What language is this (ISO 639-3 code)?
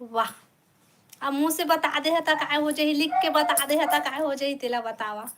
hne